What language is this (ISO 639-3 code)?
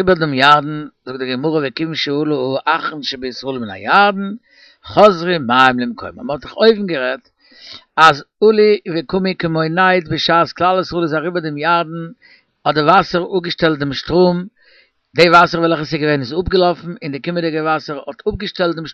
yid